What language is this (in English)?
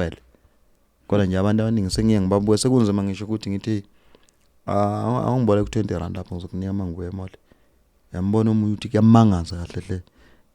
Zulu